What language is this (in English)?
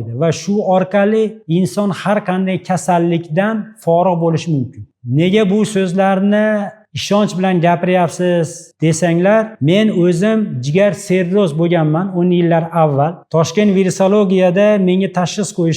Uzbek